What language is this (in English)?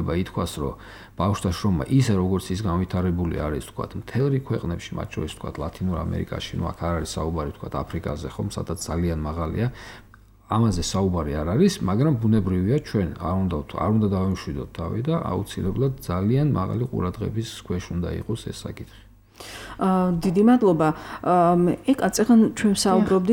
Georgian